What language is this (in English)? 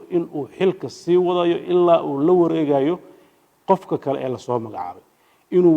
Somali